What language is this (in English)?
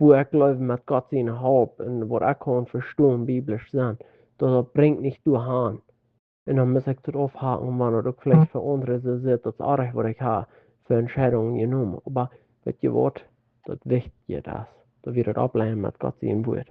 Plautdietsch